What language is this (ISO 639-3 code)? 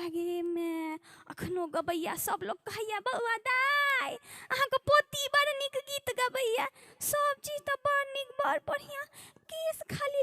mai